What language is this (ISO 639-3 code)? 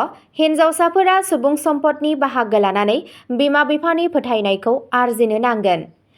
brx